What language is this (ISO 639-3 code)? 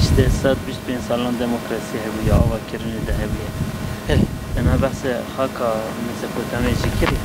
kur